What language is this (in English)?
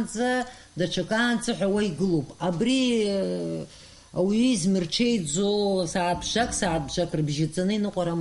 Abkhazian